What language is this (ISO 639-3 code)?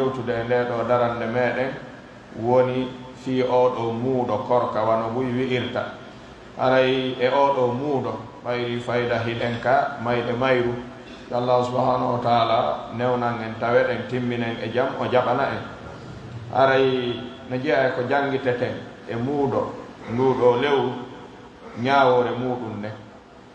fuf